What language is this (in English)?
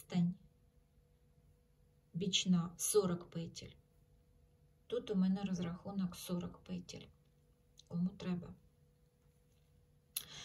Ukrainian